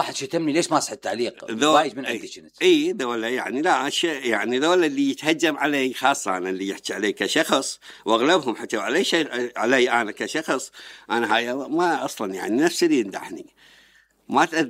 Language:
Mesopotamian Arabic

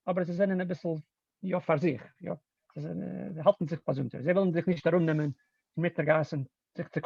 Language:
Yiddish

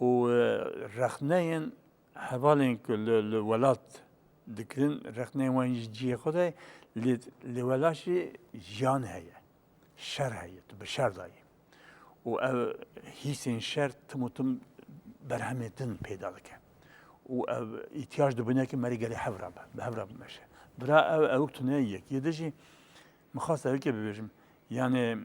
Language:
Kurdish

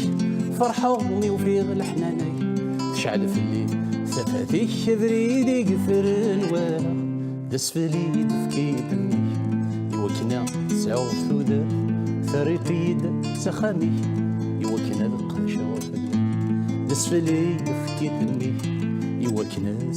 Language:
Kabyle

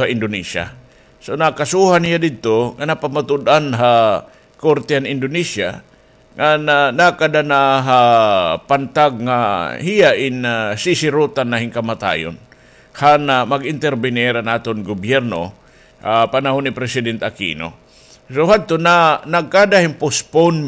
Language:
Waray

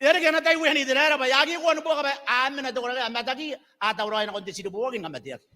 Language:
Gilbertese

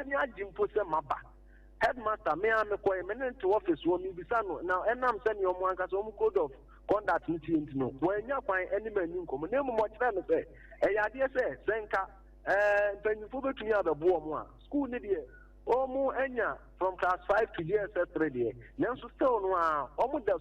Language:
Akan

